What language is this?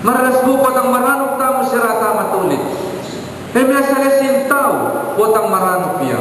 Pampanga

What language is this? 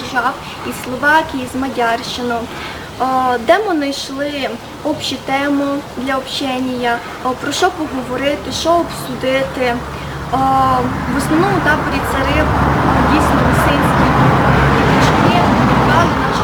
Rusyn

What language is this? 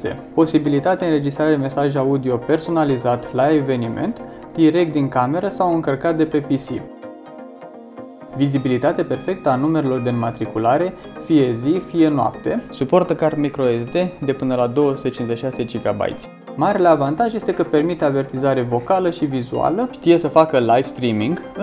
Romanian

